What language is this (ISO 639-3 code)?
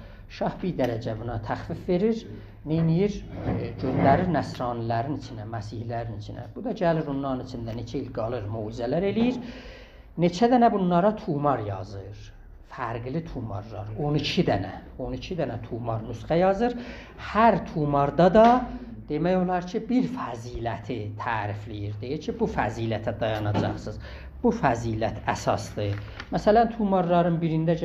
azb